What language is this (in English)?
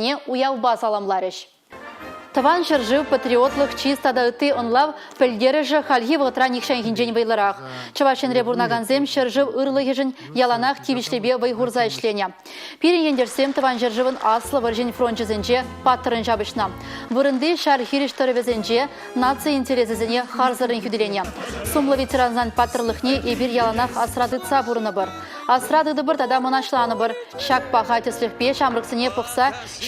Chuvash